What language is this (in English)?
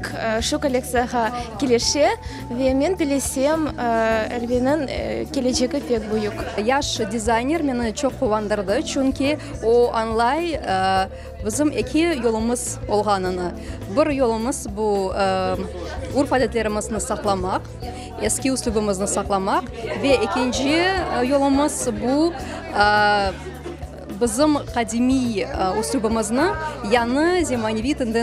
Crimean Tatar